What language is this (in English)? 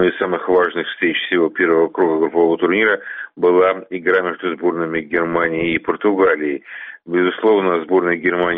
Russian